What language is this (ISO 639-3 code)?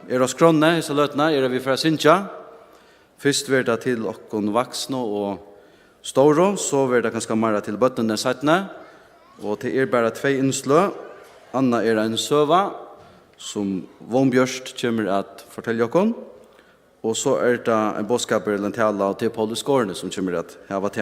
fao